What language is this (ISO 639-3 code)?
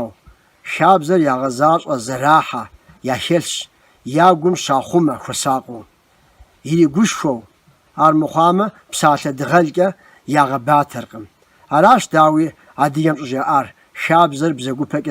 kbd